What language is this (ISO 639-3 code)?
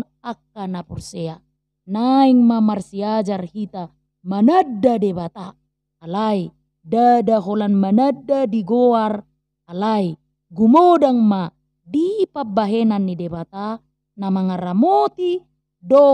bbc